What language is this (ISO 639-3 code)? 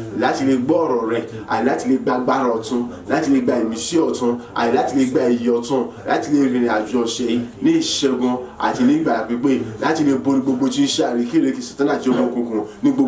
yor